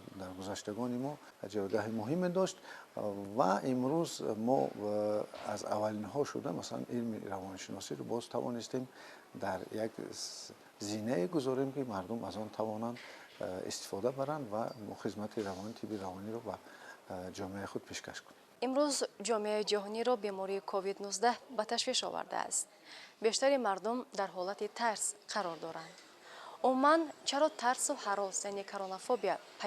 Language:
Tajik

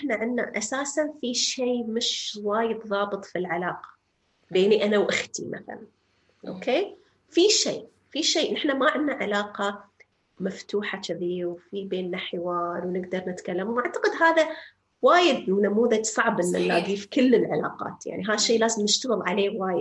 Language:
North Levantine Arabic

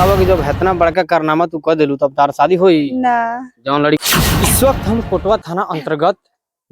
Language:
Bhojpuri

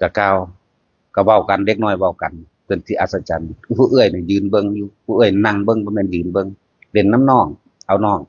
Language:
Northeastern Thai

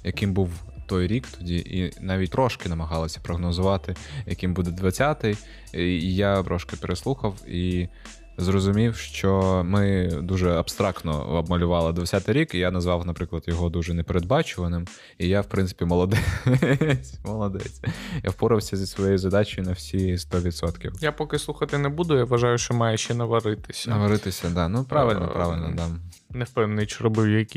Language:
Ukrainian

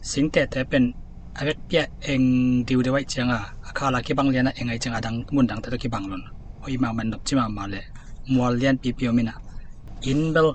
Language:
Tedim Chin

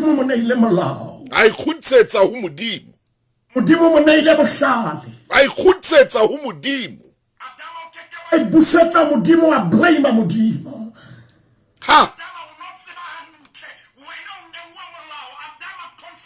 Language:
Southern Sotho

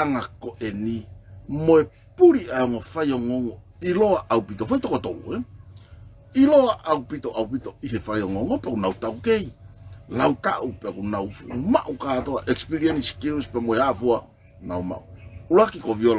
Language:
Tongan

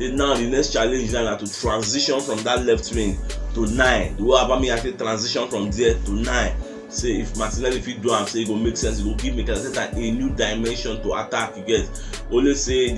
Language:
Nigerian Pidgin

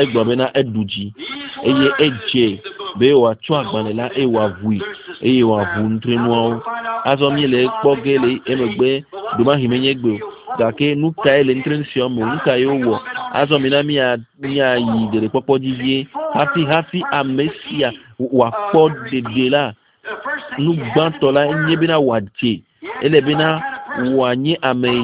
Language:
Ewe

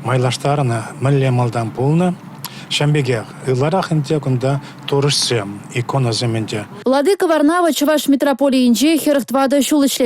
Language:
Chuvash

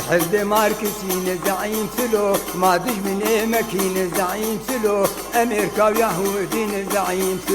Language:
Kurdish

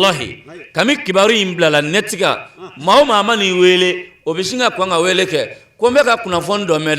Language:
Bambara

